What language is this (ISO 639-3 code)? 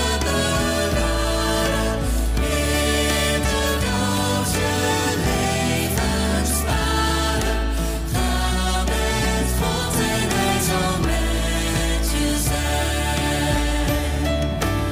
nld